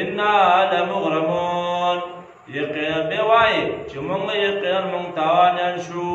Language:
Pashto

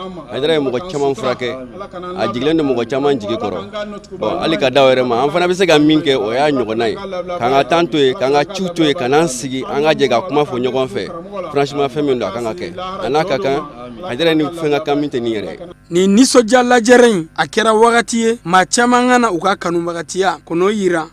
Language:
Bambara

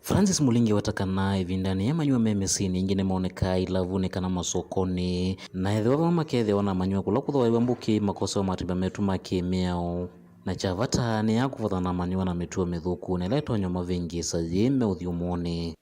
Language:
Kamba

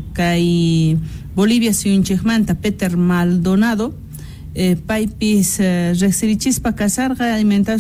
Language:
South Bolivian Quechua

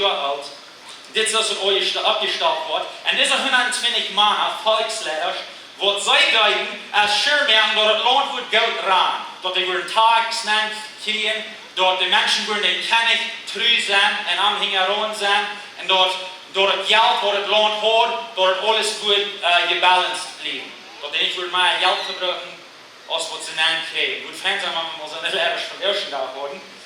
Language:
Plautdietsch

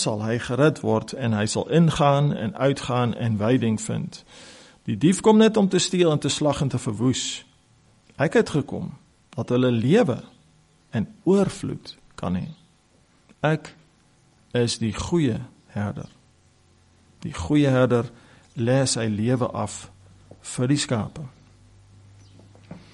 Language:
Afrikaans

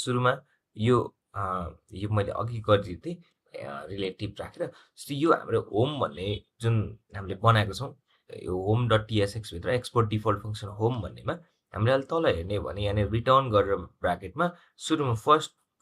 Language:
Nepali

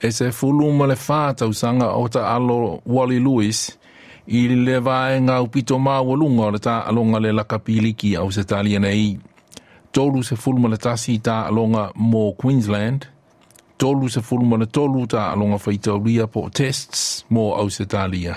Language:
Samoan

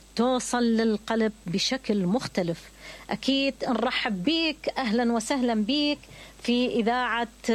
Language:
Mesopotamian Arabic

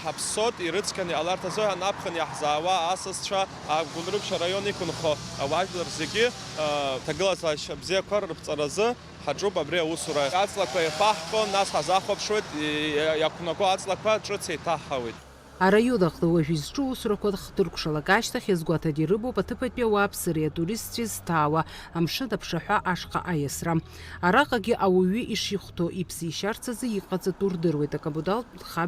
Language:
Abkhazian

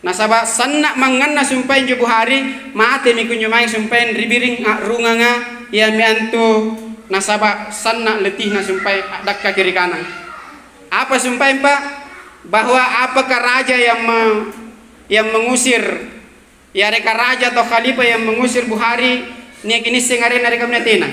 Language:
Makasar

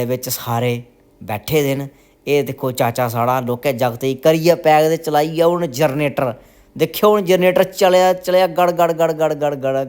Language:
Dogri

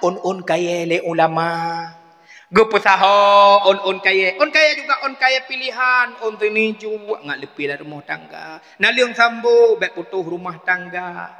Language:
Achinese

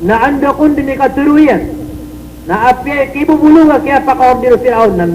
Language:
Maranao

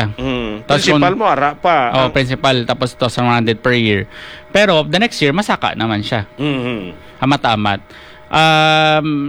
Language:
Hiligaynon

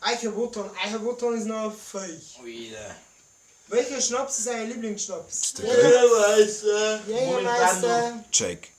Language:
Bavarian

